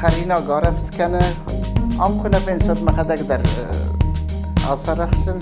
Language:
Ossetic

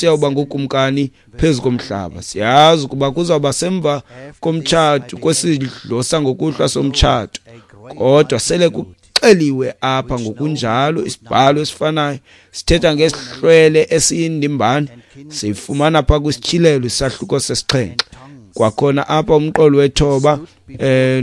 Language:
Xhosa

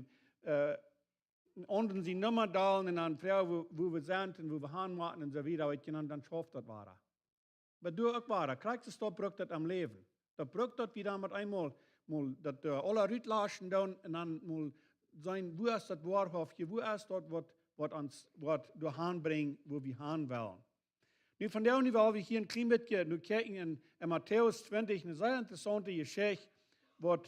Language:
Plautdietsch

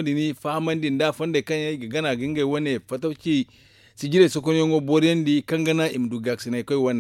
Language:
Zarma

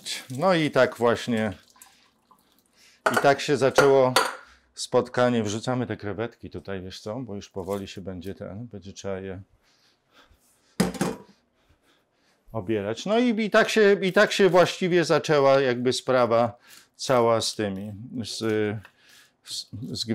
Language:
Polish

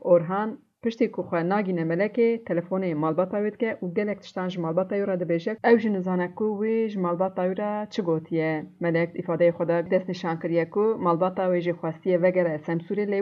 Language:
Kurdish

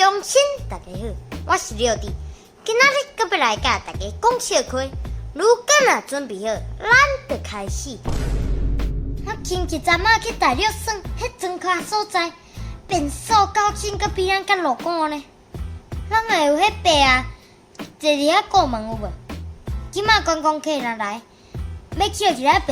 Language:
Min Nan Chinese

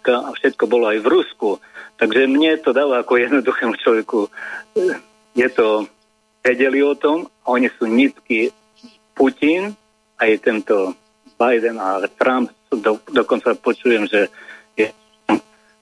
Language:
Slovak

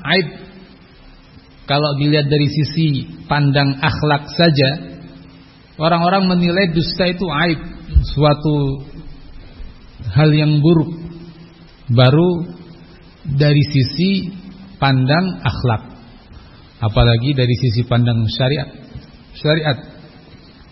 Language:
Indonesian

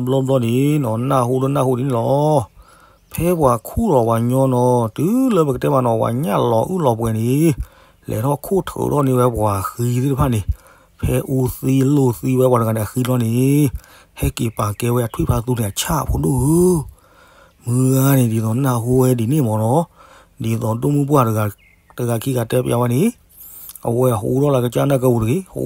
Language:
S'gaw Karen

